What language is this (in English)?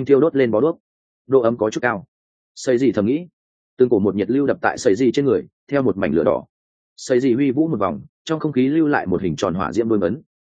Vietnamese